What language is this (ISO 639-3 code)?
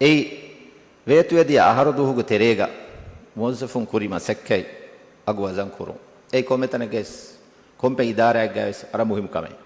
div